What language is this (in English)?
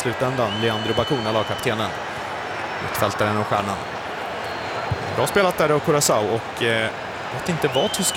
Swedish